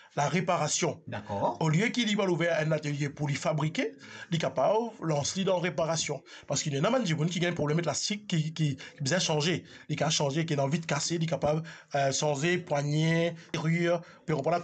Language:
Morisyen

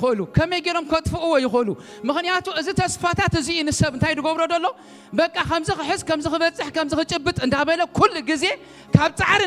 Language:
Tigrinya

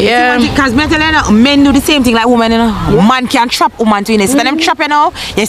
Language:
Jamaican Creole English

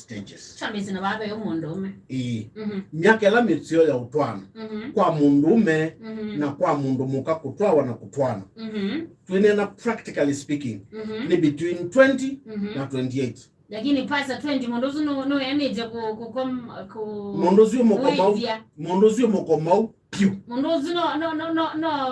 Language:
Kamba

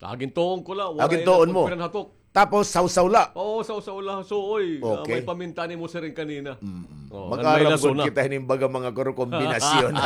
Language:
Waray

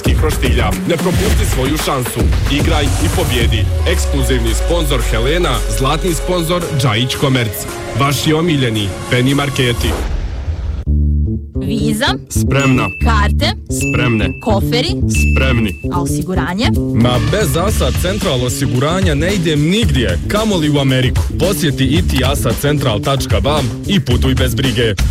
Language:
Bosnian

